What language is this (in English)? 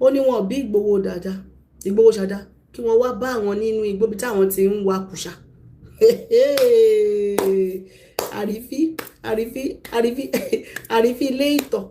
Yoruba